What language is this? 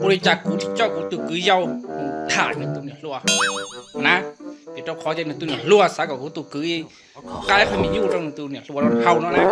Hmong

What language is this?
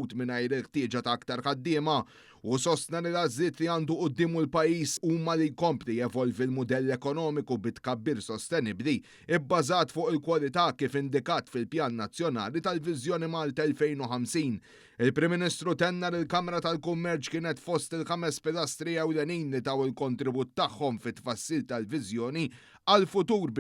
Maltese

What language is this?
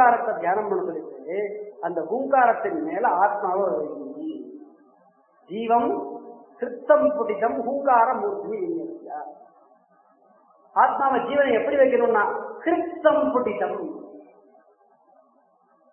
Tamil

